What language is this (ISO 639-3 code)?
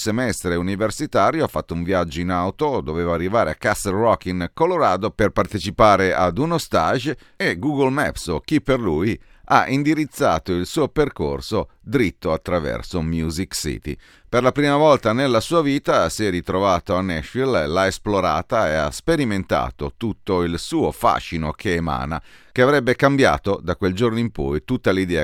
ita